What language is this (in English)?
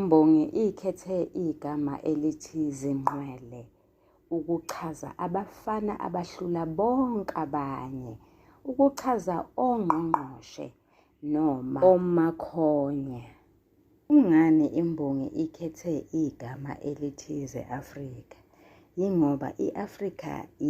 Zulu